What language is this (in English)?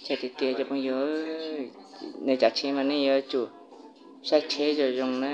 Hmong